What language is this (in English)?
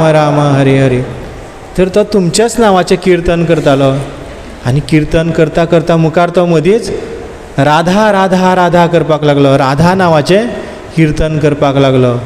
Konkani